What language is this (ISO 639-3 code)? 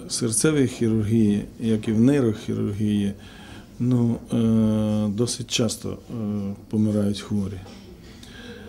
ukr